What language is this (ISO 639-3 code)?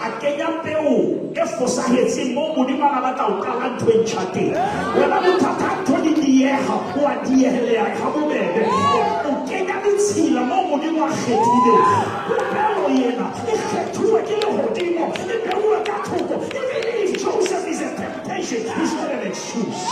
sot